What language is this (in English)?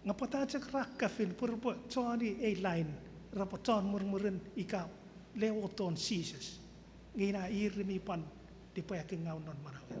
Chuukese